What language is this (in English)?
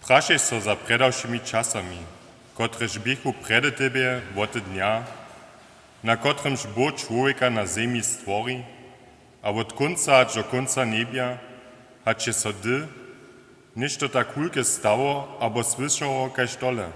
Upper Sorbian